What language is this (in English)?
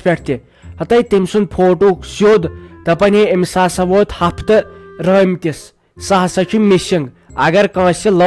Kashmiri